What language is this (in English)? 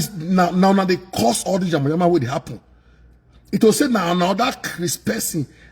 Nigerian Pidgin